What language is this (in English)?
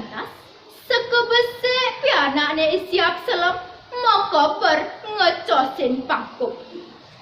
Balinese